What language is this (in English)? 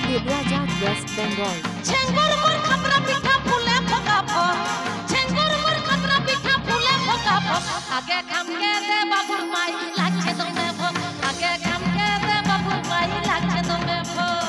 Santali